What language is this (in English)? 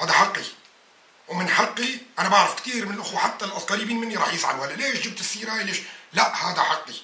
North Levantine Arabic